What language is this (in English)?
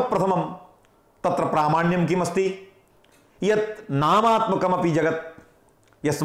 Sanskrit